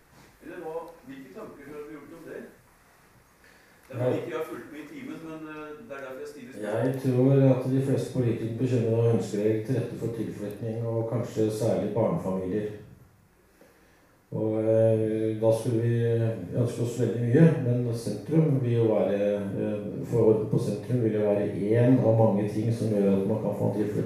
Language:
Norwegian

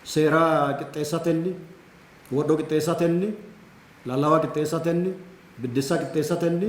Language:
Sidamo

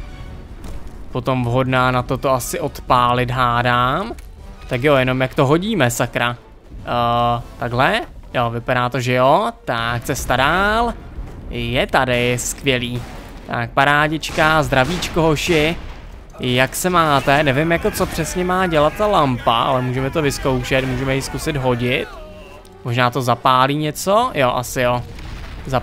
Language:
Czech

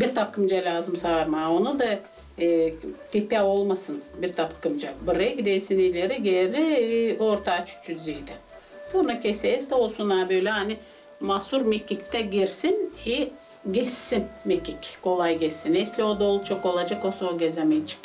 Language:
Gagauz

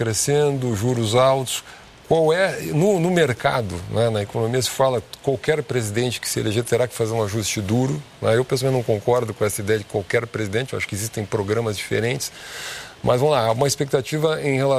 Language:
Portuguese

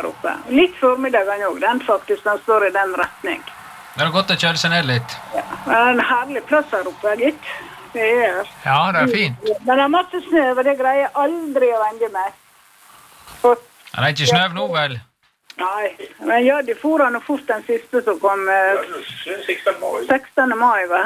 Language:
Norwegian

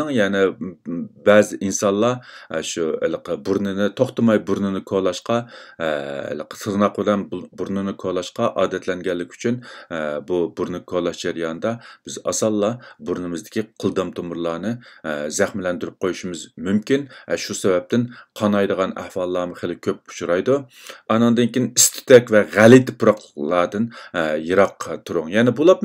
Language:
Uyghur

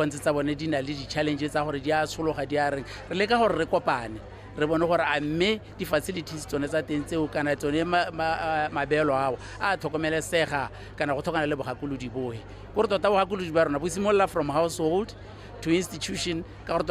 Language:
Tswana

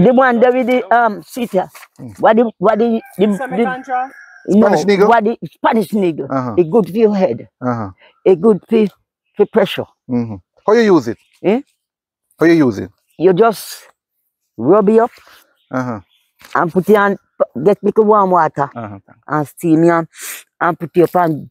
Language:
Jamaican Creole English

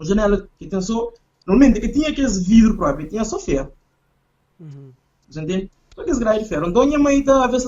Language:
Kabuverdianu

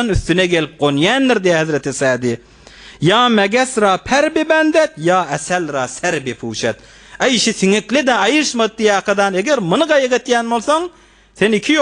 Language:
Turkmen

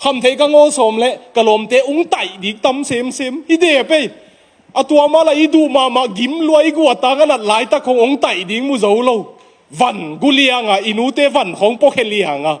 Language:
Tedim Chin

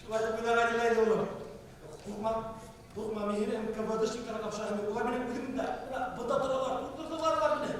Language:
Bashkir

